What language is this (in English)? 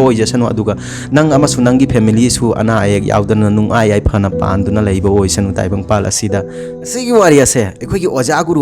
Manipuri